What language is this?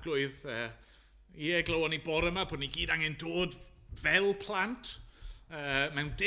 Welsh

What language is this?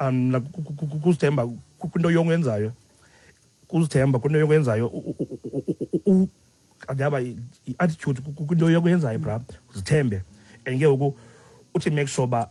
Xhosa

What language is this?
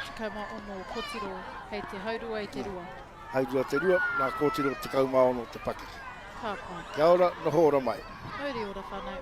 Māori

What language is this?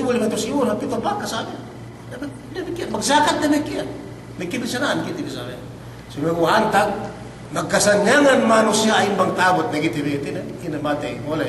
Yakan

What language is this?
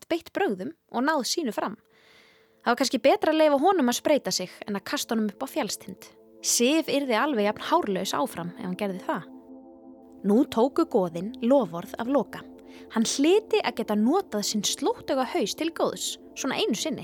Icelandic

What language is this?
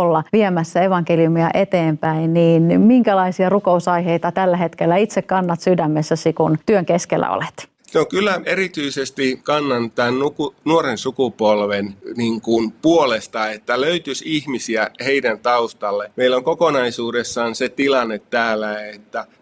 Finnish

